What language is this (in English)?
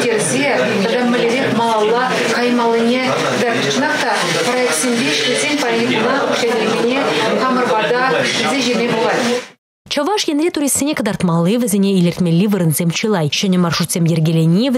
Chuvash